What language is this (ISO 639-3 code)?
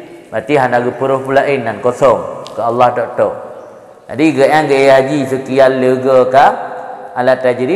ace